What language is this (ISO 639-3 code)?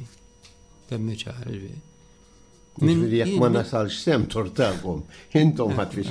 mlt